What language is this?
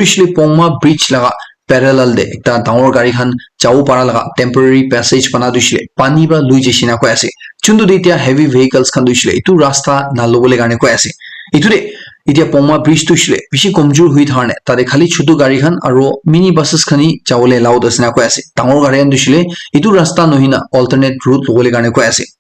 Naga Pidgin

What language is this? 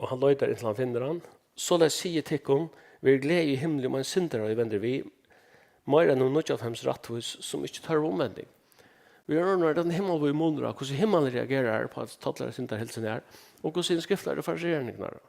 Faroese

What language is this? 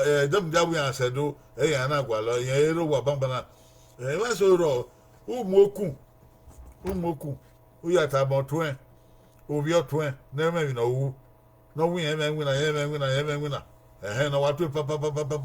Bini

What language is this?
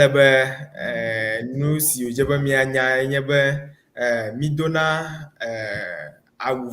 Ewe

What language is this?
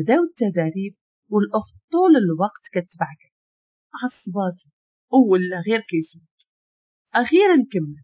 Moroccan Arabic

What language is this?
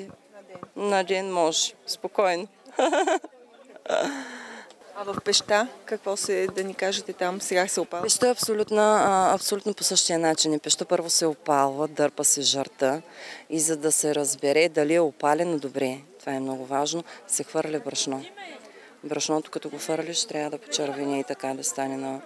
Bulgarian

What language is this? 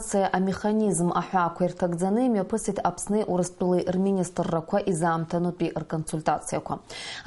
Abkhazian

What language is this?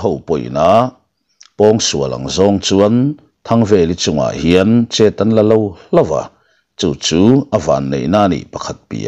Mizo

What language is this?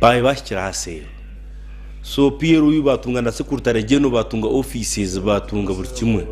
Nyankole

